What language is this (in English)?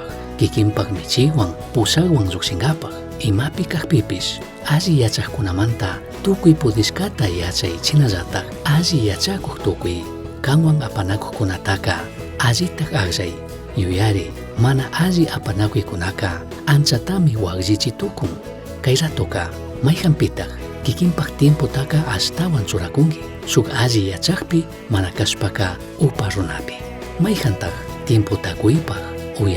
Chimborazo Highland Quichua